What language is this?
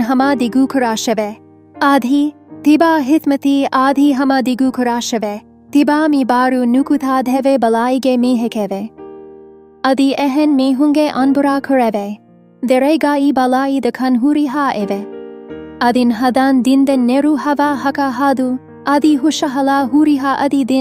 Divehi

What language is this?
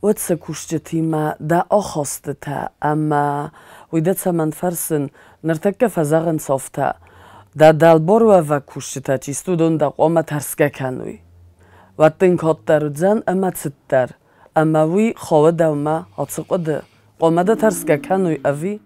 Ossetic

